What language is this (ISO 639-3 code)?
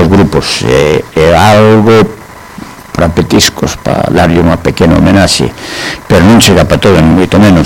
glg